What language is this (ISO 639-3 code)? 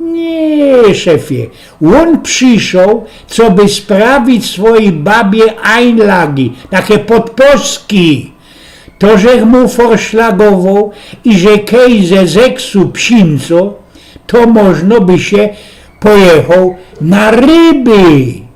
szl